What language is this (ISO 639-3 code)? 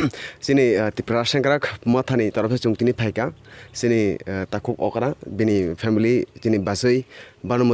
trp